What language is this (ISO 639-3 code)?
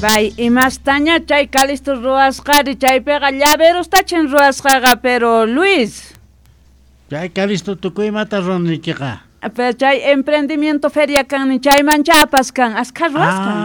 quh